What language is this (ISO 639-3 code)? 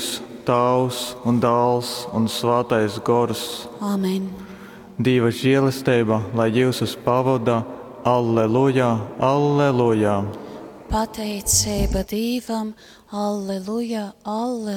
ltg